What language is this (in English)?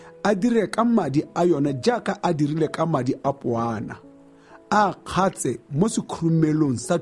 Tswana